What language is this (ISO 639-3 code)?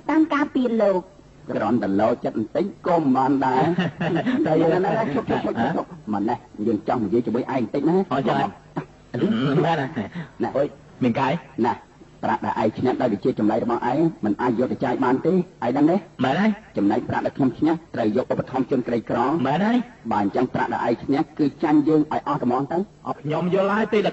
khm